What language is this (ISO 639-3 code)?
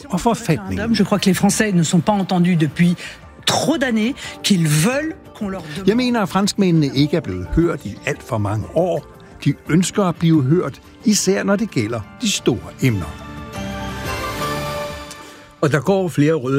dan